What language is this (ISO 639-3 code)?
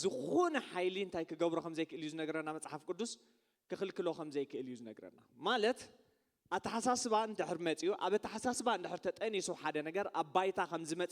tir